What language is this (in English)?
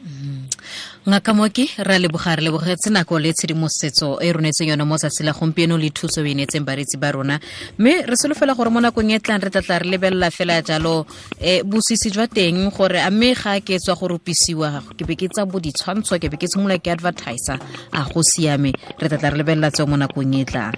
Tswana